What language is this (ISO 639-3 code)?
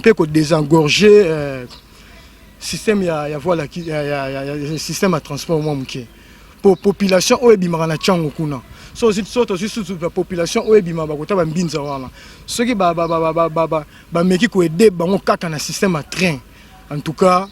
lin